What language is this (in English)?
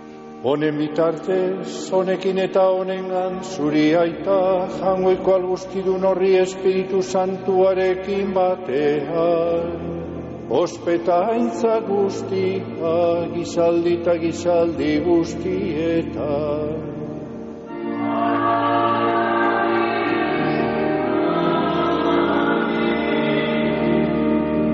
Basque